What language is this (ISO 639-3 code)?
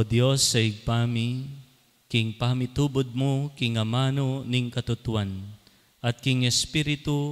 pam